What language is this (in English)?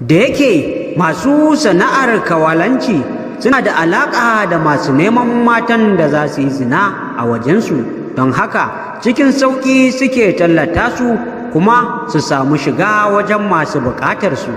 Hausa